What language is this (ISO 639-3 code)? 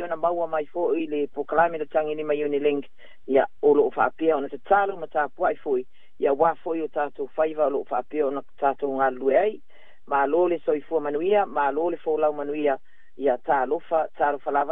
smo